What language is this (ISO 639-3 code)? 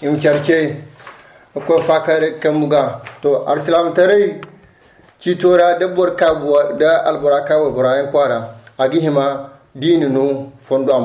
dje